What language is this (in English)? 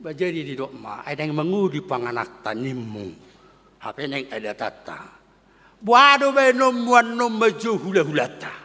Batak Toba